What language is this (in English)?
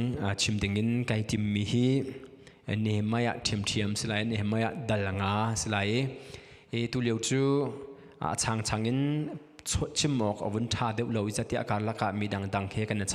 Hakha Chin